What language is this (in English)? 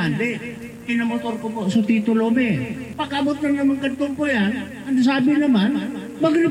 Bikol